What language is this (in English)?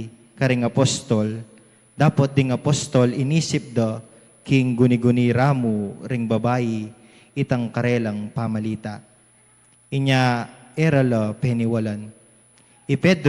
Pampanga